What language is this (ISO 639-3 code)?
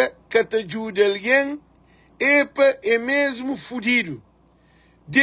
kea